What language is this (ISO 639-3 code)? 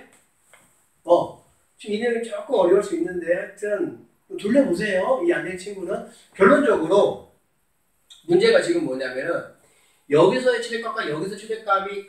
kor